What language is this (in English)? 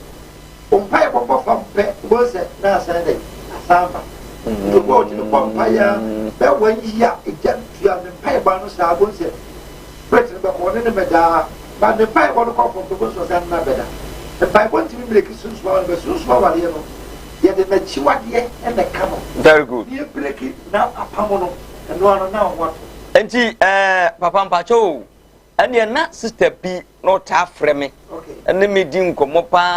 Akan